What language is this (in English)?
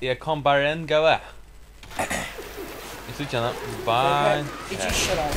Faroese